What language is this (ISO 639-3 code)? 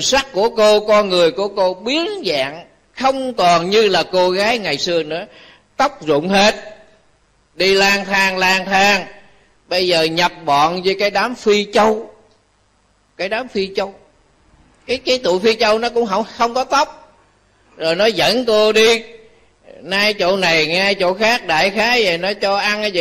vie